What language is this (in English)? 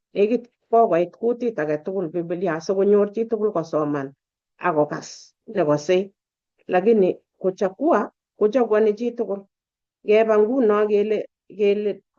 Kalenjin